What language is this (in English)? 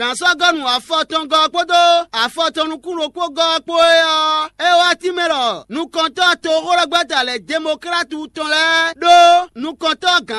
Fon